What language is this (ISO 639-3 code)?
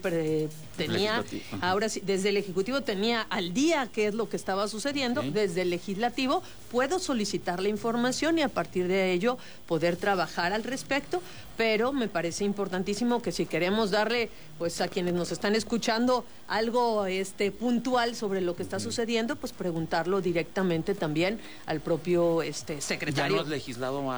spa